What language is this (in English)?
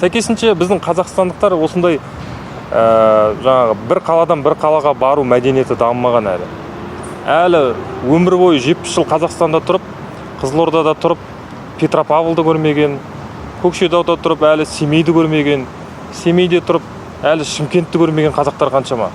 Kazakh